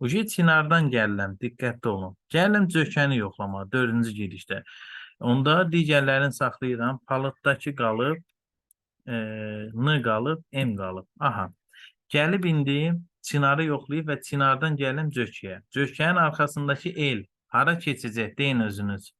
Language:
Azerbaijani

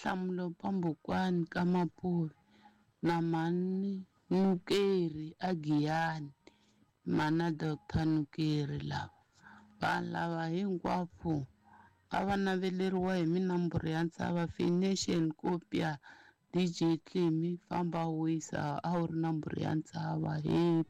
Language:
Tsonga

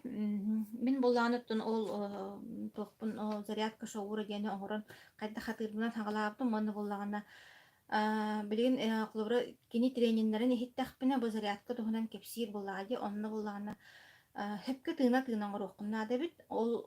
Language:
Yakut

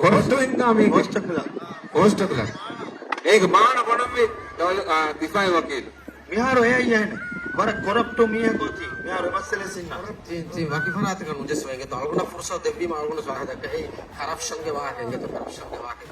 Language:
Divehi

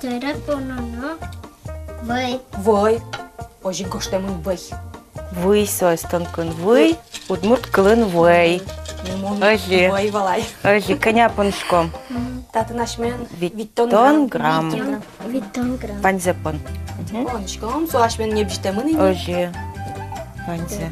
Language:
Udmurt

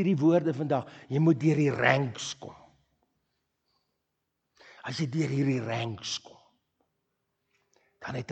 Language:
Afrikaans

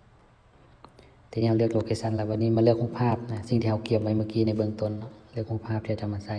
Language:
Lao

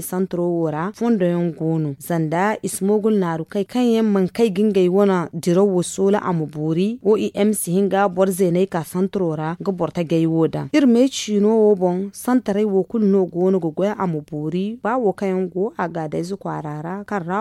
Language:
Zarma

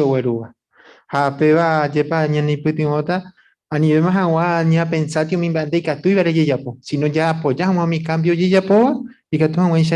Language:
Guarani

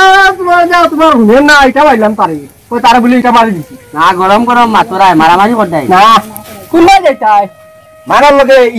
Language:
Sylheti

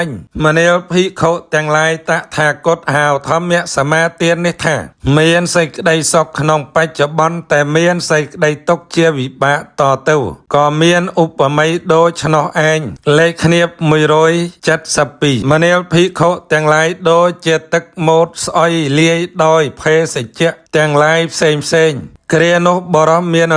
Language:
Khmer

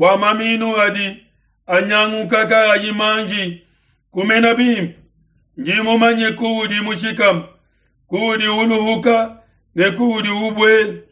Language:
Luba-Lulua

